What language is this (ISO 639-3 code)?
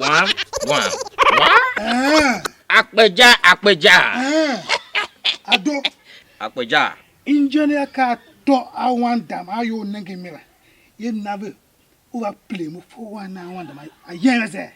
tiv